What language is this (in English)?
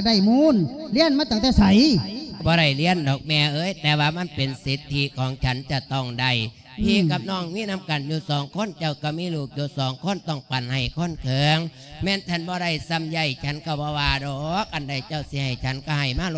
Lao